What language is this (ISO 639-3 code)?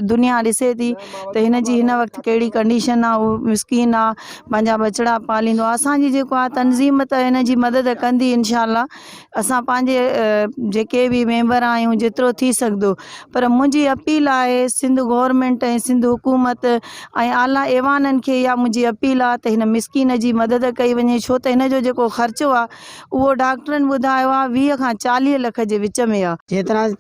snd